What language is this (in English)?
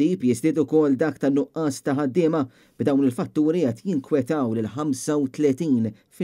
Maltese